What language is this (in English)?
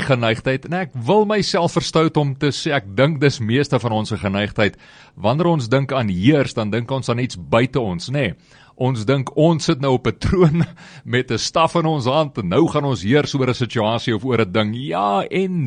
Afrikaans